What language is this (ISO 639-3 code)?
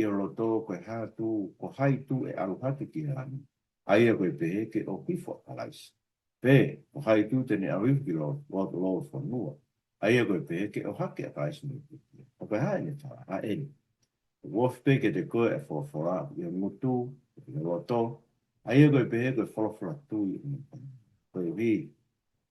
ton